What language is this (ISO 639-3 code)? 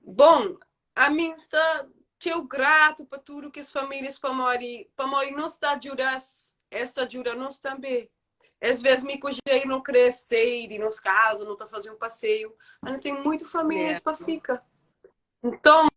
kea